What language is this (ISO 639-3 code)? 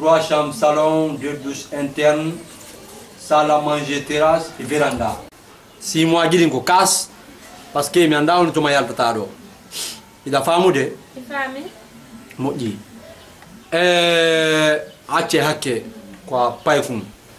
ful